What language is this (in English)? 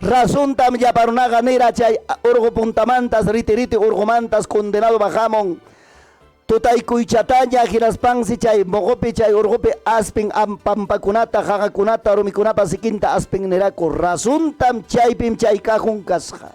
Ayacucho Quechua